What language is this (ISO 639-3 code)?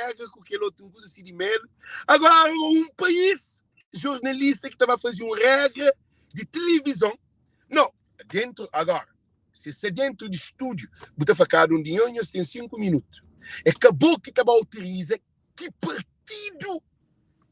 kea